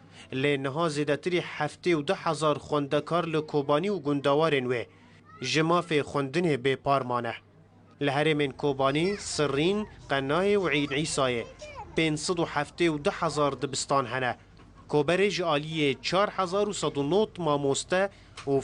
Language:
Kurdish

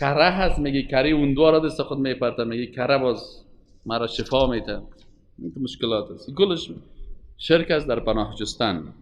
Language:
Persian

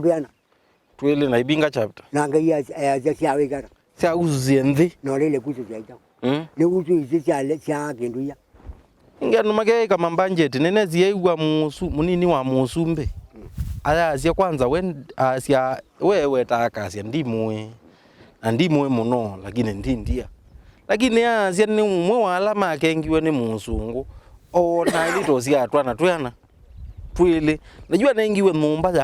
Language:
Kamba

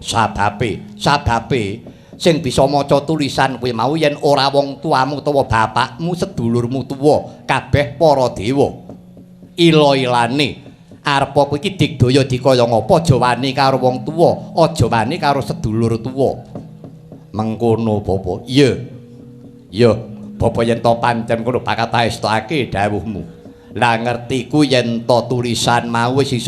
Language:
Javanese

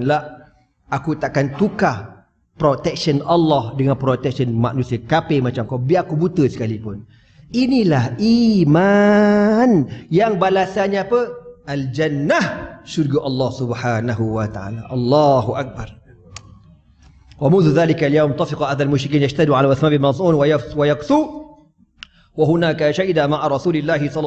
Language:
Malay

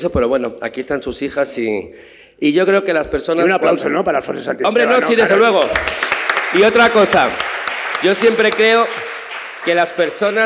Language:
Spanish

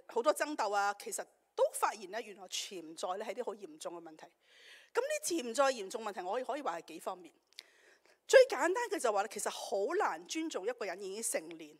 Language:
Cantonese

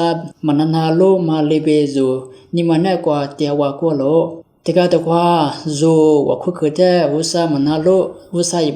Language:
Lisu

